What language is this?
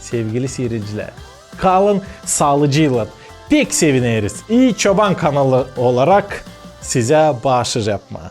Gagauz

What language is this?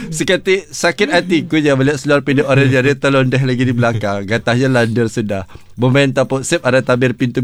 Malay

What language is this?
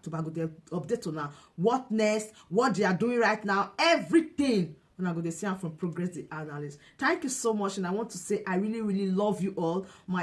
Nigerian Pidgin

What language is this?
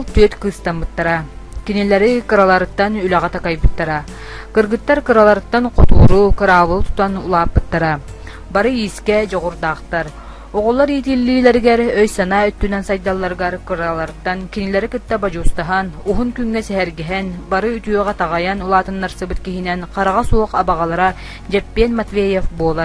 Yakut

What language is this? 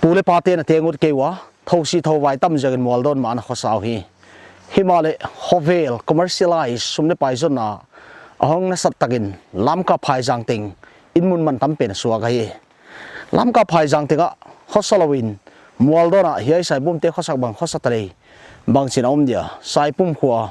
Paite Chin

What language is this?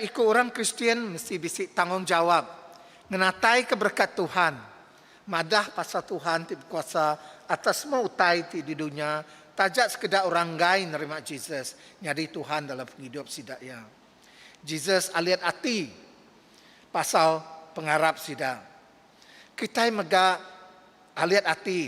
Iban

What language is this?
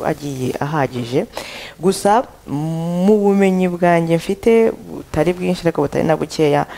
Kinyarwanda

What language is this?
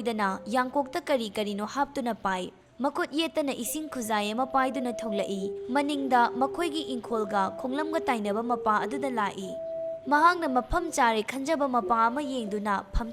Manipuri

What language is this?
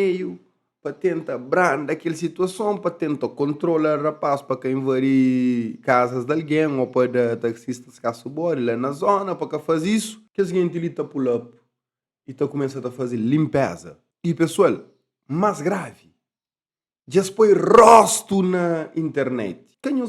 Kabuverdianu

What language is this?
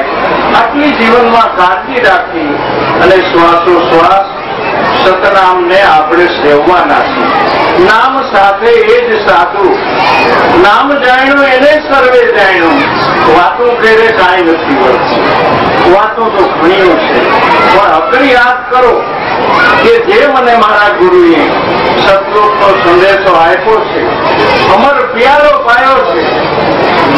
Gujarati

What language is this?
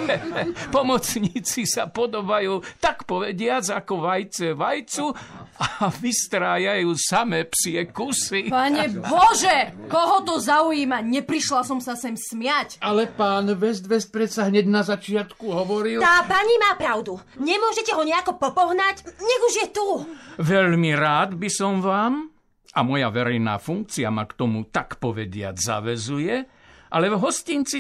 Slovak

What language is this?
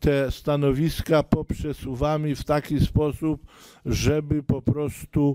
Polish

